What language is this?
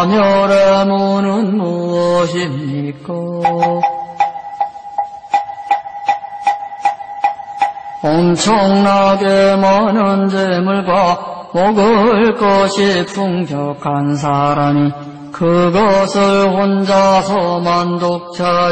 Korean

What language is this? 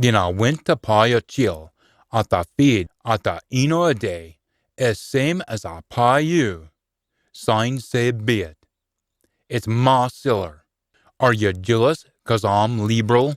Scots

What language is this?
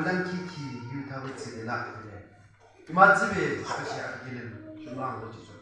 Yimchungru Naga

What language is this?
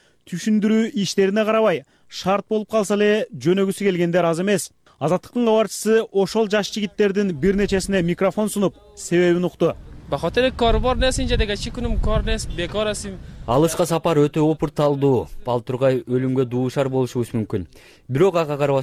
Kyrgyz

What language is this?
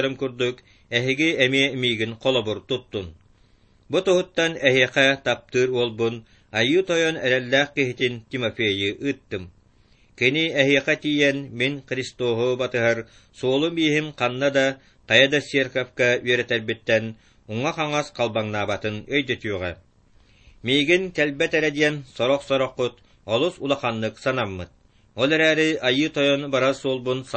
Yakut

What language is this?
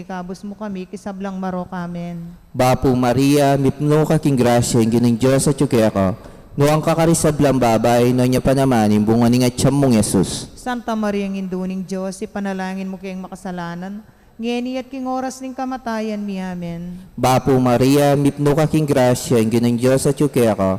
Pampanga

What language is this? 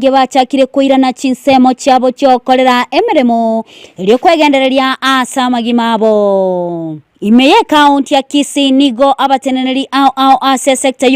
Gusii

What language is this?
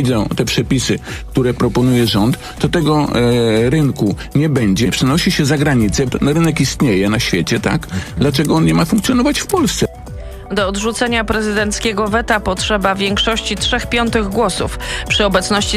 Polish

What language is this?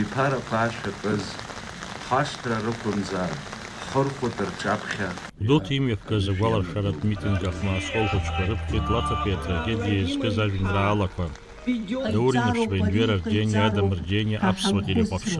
Abkhazian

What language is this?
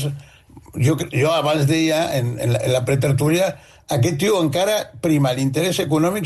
Catalan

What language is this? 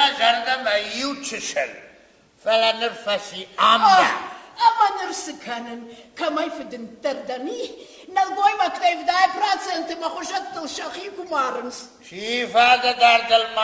Ossetic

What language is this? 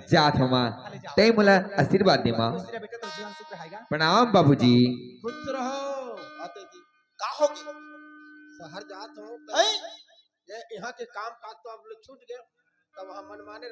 Chhattisgarhi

